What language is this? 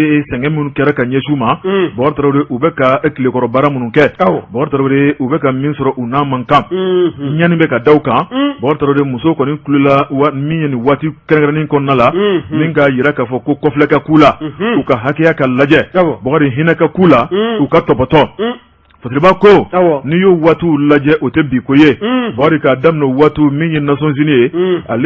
Bambara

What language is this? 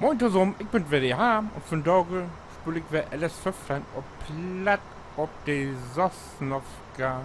Low German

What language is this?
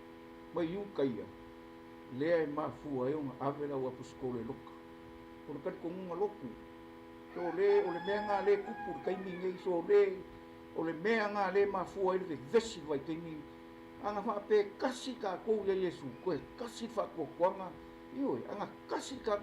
Samoan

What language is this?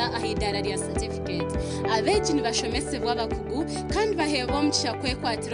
Nyankole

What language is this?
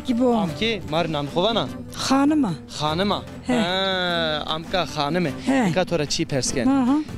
Zaza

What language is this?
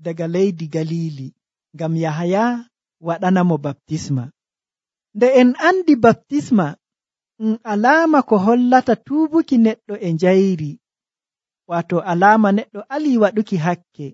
Nigerian Fulfulde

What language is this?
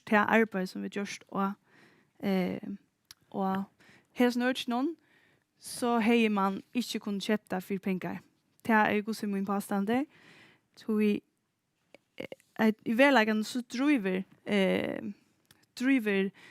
Faroese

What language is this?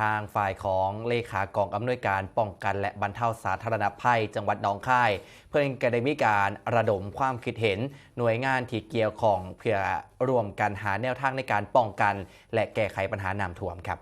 Northeastern Thai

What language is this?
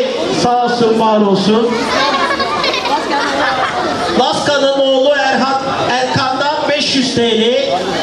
Turkish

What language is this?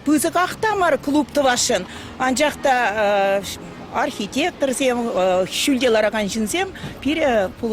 Chuvash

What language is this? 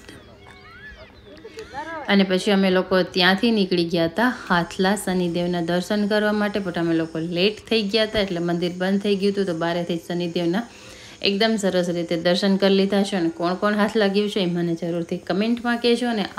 Gujarati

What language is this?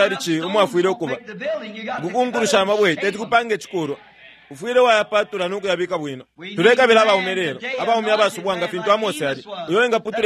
Bemba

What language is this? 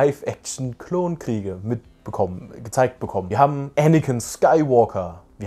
German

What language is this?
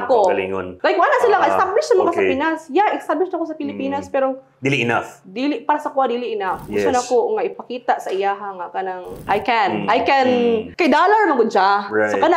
Cebuano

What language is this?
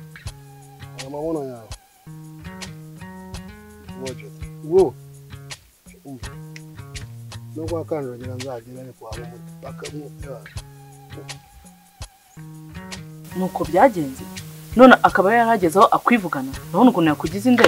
Kinyarwanda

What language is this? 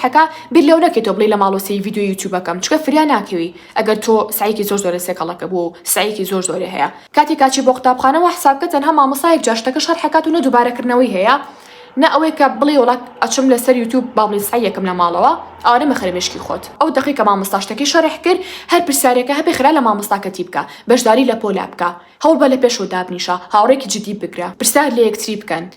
Central Kurdish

